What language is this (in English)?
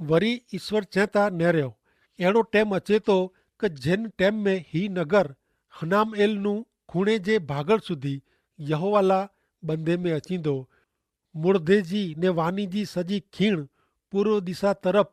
Kachhi